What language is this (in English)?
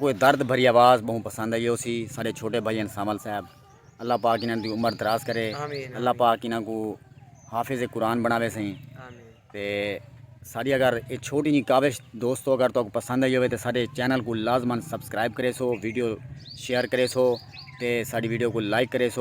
Saraiki